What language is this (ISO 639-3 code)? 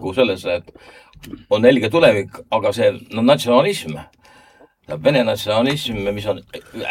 est